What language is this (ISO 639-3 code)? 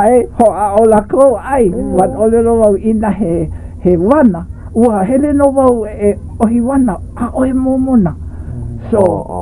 haw